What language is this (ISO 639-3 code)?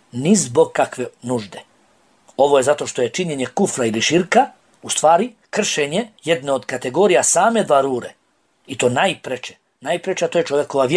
bos